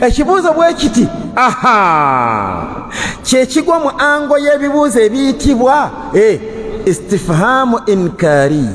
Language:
Ganda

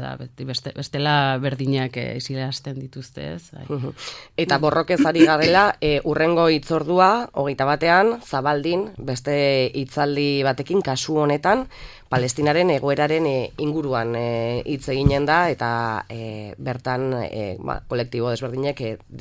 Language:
Basque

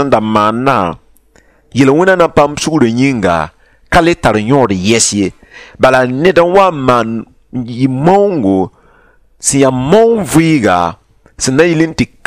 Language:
Mossi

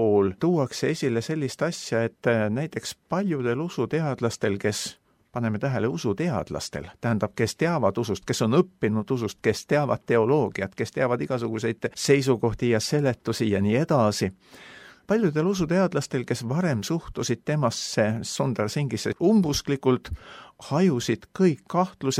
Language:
Estonian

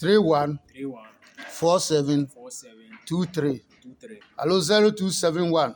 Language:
Adangme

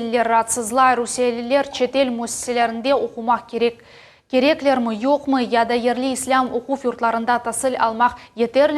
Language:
Crimean Tatar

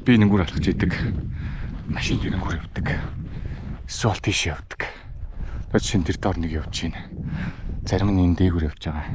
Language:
Mongolian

